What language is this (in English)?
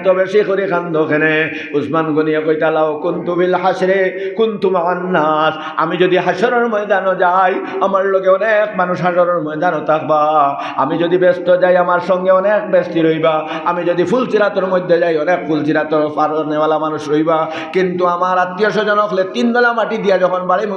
Sylheti